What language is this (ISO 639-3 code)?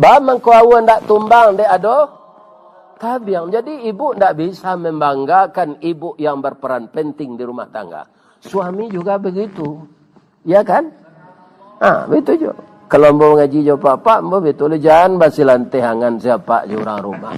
min